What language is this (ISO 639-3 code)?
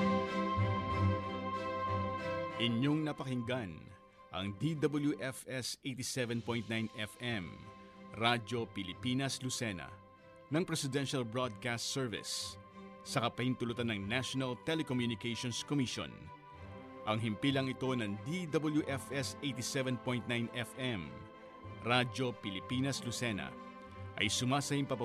fil